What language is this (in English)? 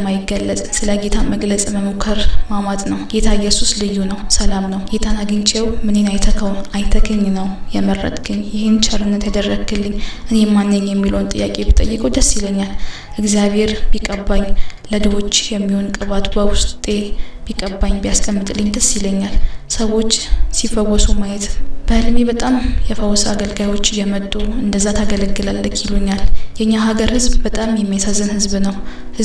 Amharic